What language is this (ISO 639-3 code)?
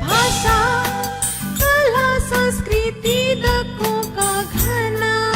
new